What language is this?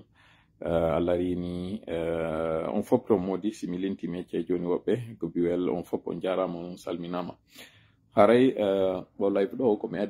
Pular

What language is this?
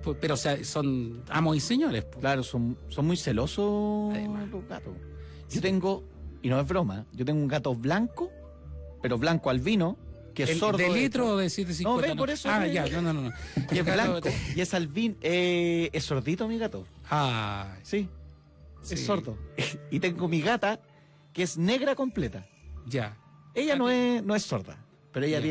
Spanish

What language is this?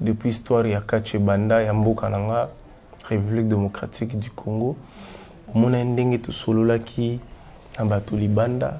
Lingala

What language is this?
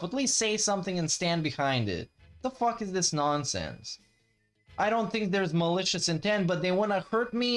English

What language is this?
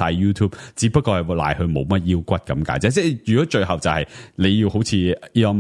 Cantonese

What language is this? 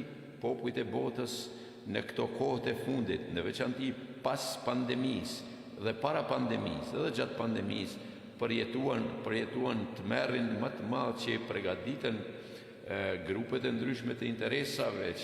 Albanian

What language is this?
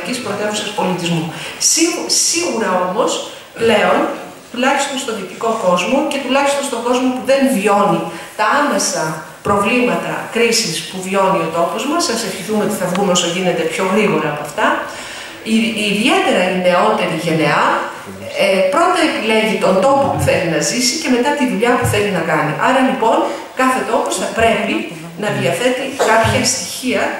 Greek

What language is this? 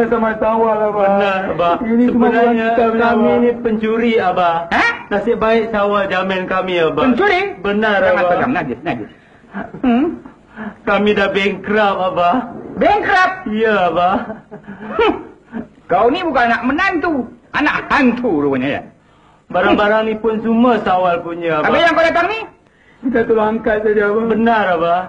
Malay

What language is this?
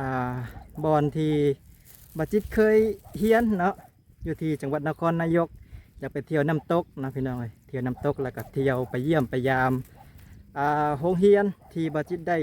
Lao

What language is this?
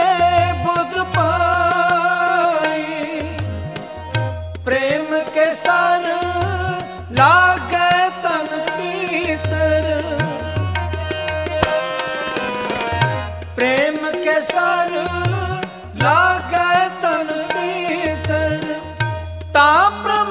Hindi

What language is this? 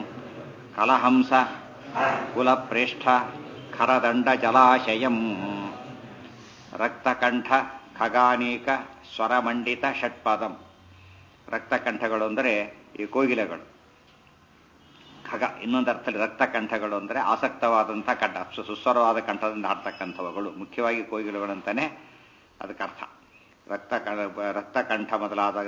Kannada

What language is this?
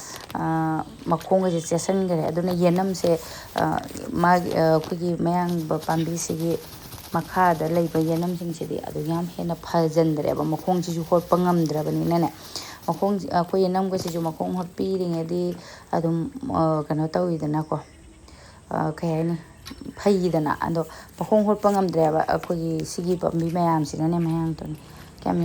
Manipuri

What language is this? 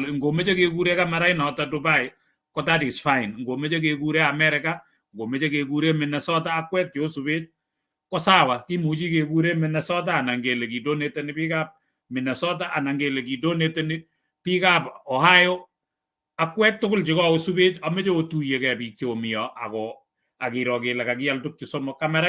Kalenjin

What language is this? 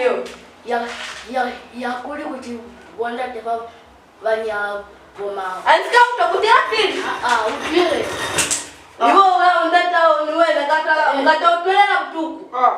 Lozi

